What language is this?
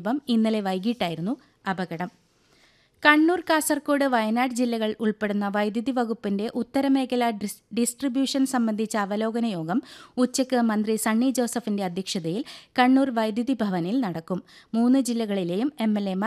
Malayalam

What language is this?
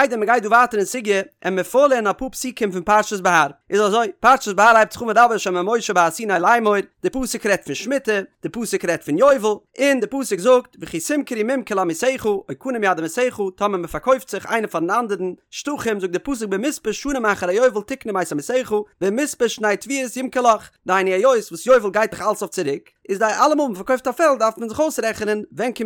Yiddish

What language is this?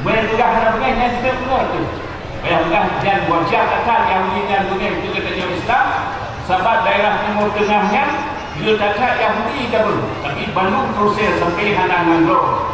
Achinese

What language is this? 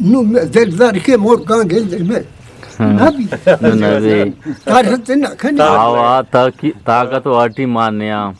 Eastern Balochi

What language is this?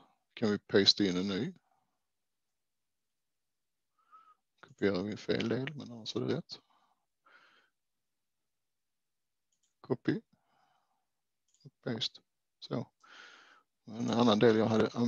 Swedish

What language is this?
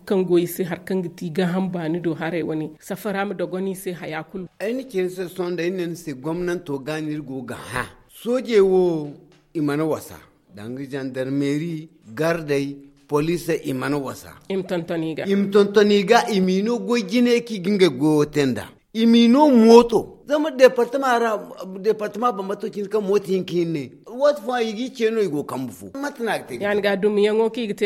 Zarma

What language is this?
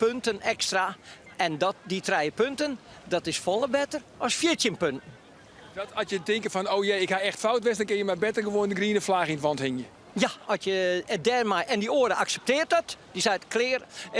Western Frisian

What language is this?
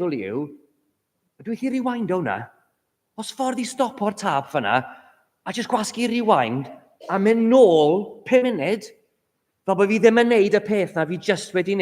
Welsh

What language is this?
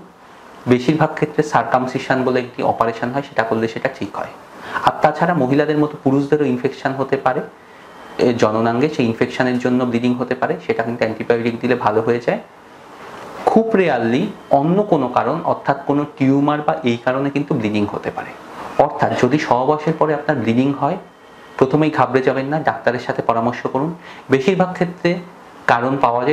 Bangla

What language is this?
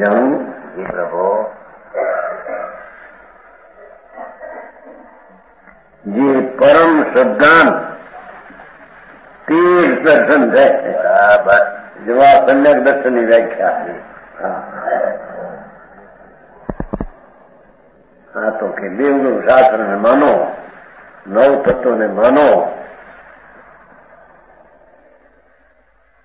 Gujarati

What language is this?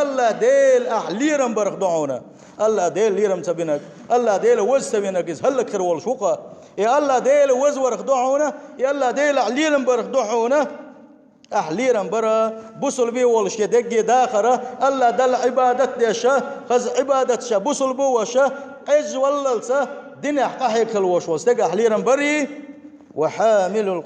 Chechen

